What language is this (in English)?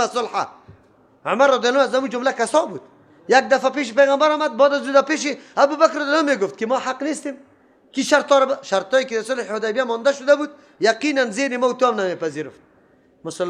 Persian